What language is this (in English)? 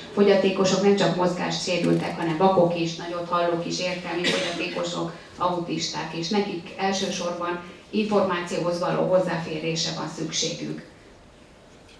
Hungarian